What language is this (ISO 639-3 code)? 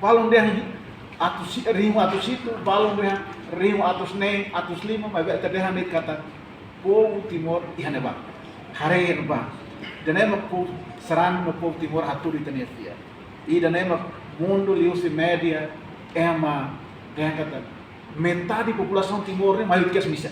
tet